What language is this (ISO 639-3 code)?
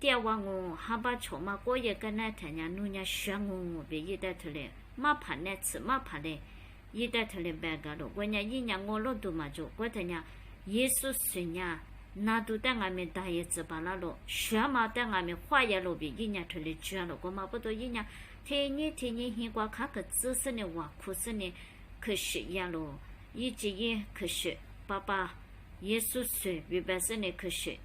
lis